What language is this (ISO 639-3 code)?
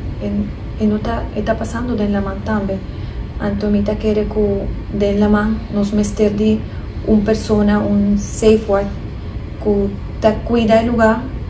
pap